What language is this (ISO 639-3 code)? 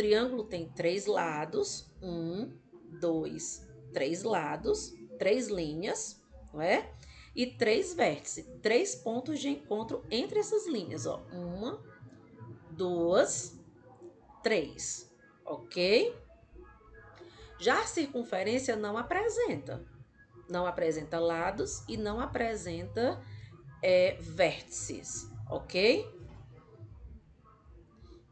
por